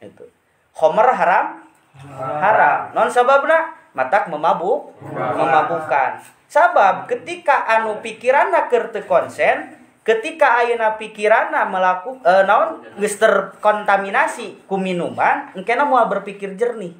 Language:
Sundanese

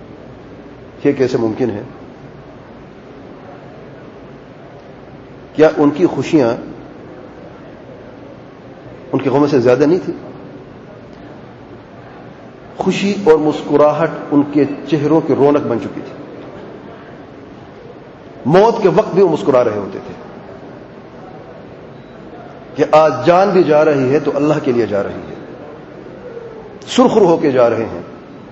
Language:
Urdu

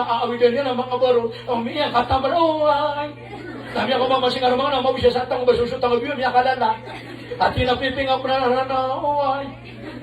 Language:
Maranao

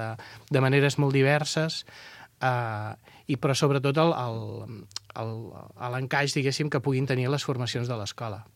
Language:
Catalan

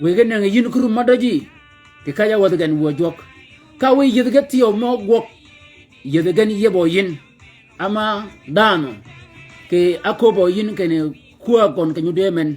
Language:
Shilluk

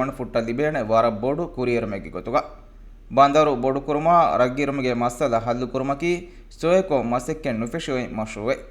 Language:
Divehi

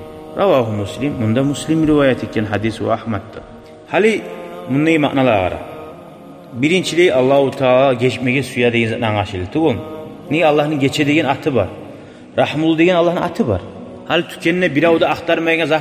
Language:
Kumyk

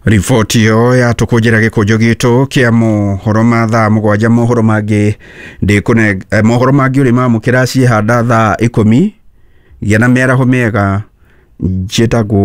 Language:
Kikuyu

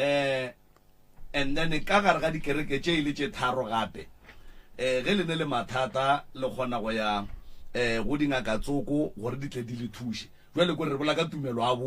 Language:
Northern Sotho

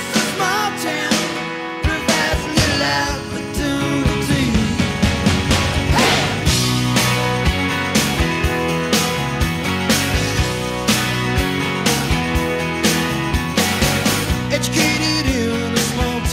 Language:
English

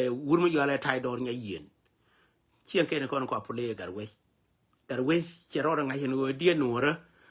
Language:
Nuer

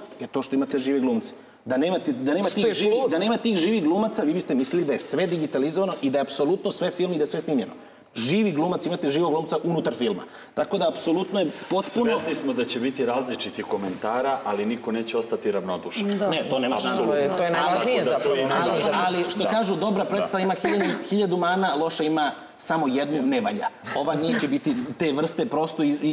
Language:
Serbian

